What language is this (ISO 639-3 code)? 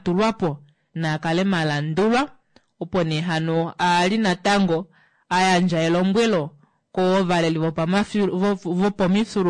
kua